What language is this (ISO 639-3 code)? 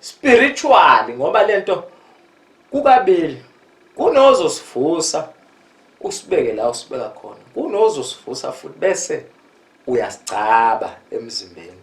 zul